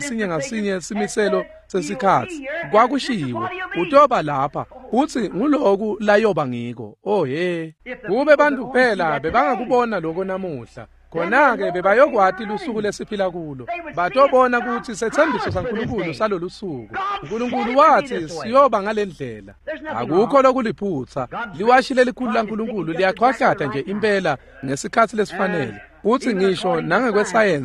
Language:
Swati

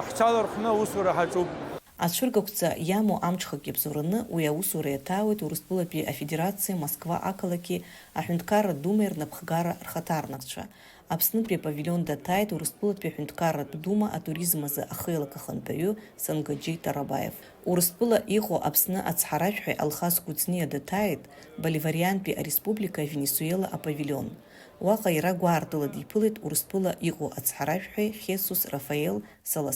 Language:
Abkhazian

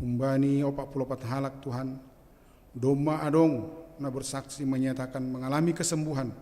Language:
Batak Simalungun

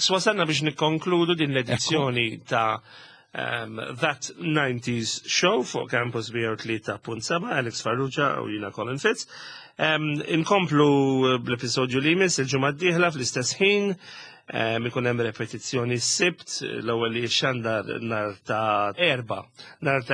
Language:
Maltese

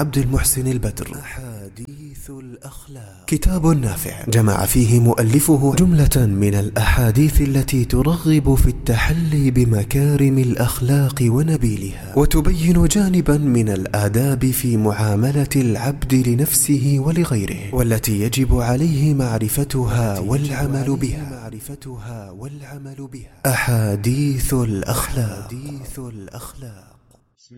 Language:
Arabic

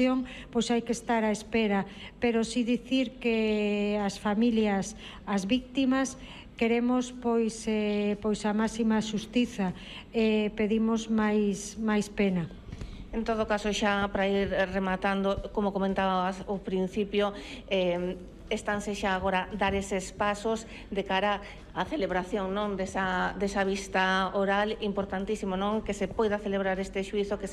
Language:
Galician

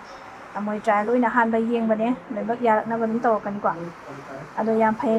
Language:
Manipuri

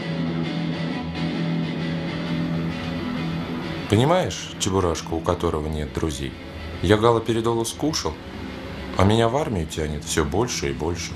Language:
Russian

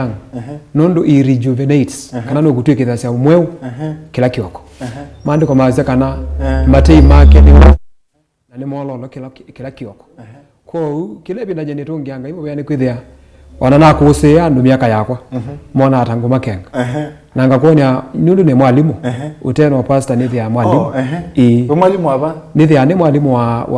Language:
Kamba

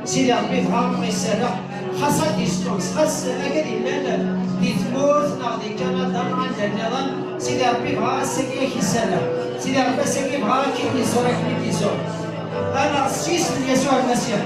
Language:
Kabyle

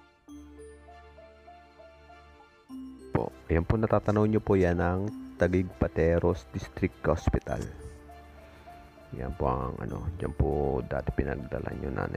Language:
Filipino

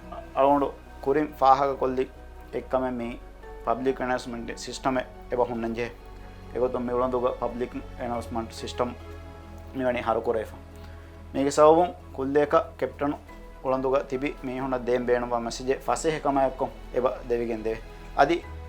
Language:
Divehi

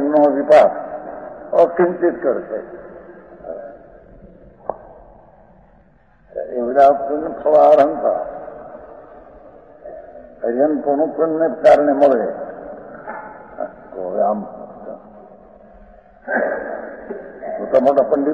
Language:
Gujarati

